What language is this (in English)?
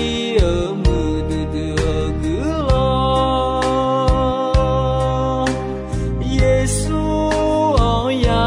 Akha